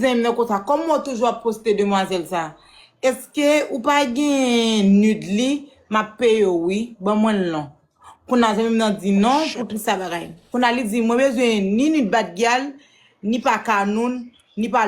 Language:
Haitian Creole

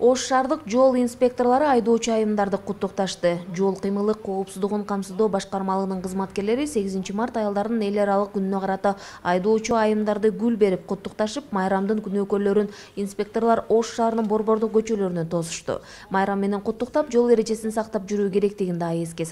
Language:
Kyrgyz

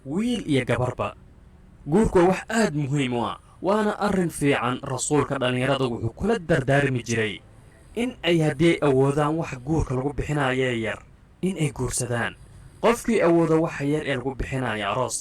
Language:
Somali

